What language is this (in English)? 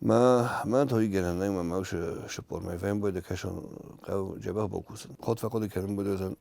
Ossetic